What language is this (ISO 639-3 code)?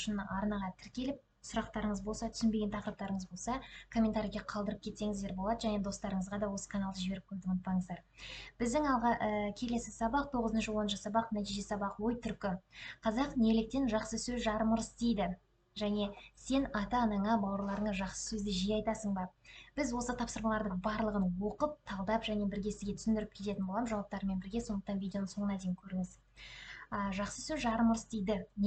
kaz